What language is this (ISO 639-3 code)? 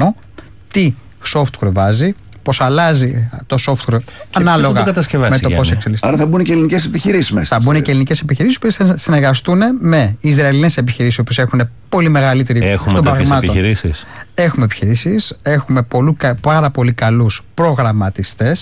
ell